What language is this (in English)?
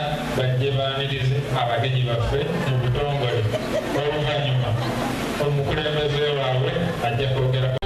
Ganda